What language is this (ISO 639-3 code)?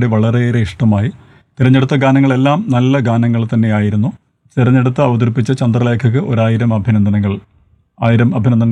mal